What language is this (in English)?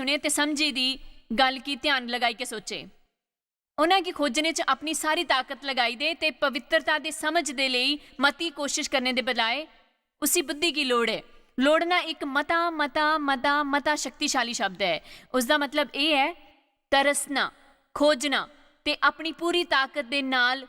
Dogri